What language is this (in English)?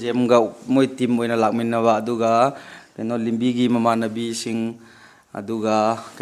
Manipuri